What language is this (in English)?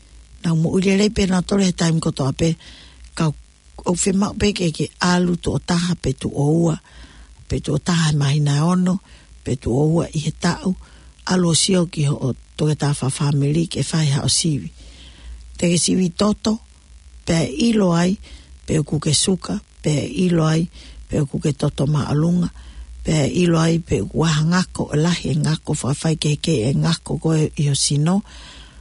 Tongan